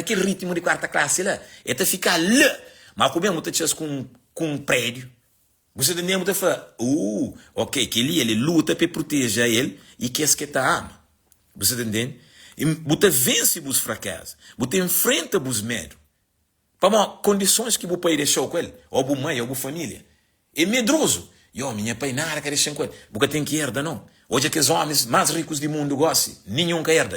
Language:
Kabuverdianu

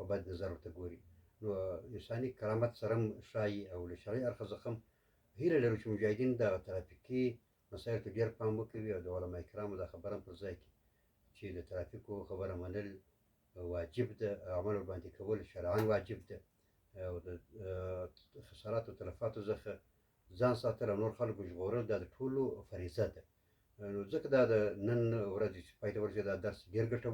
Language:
Pashto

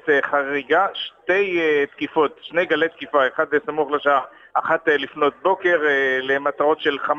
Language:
Hebrew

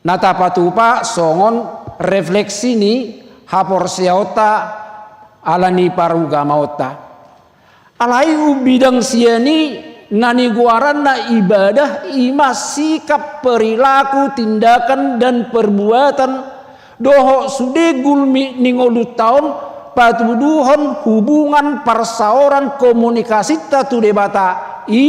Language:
Batak Toba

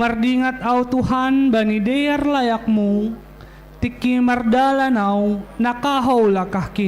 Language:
Batak Simalungun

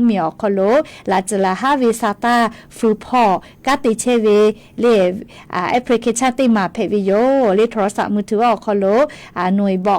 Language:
Lahu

